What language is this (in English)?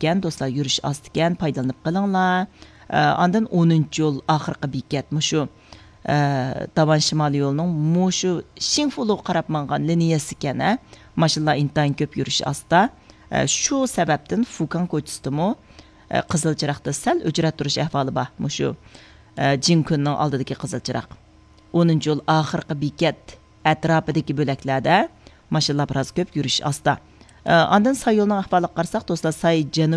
Uyghur